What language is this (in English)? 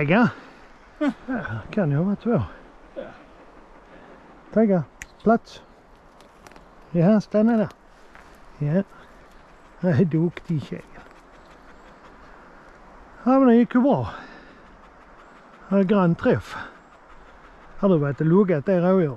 Swedish